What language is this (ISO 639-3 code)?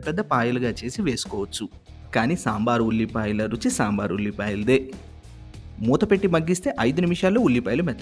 tel